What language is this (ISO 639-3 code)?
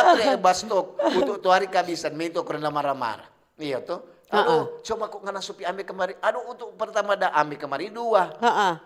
xmm